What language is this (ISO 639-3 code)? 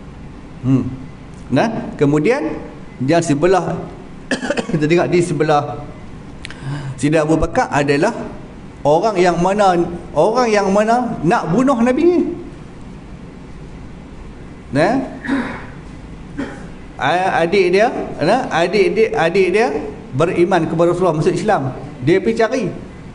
msa